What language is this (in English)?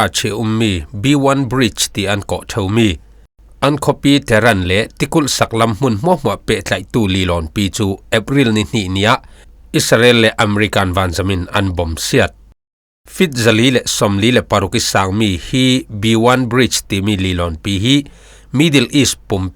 Falam Chin